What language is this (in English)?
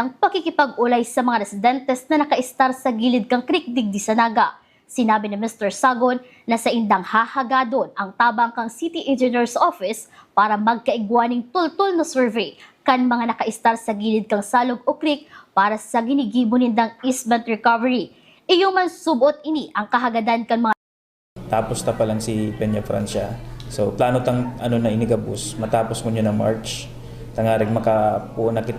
Bikol